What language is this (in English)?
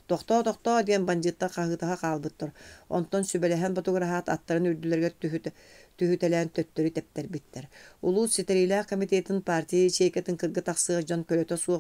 Yakut